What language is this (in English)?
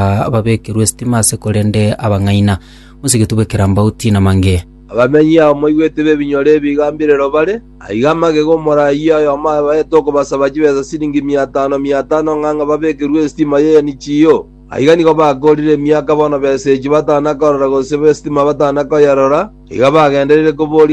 Gusii